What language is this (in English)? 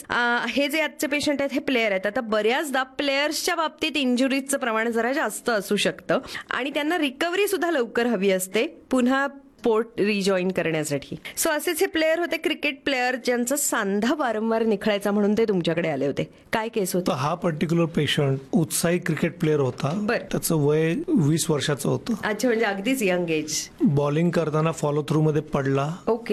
Marathi